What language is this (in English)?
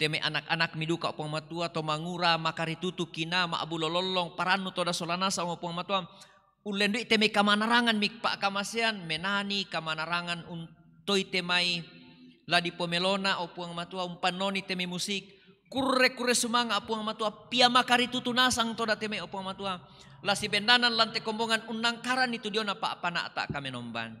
Toraja-Sa'dan